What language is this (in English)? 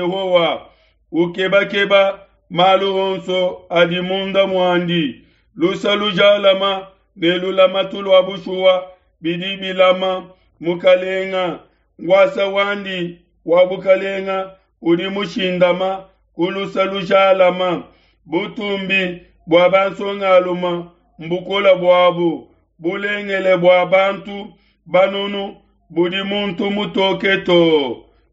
Luba-Lulua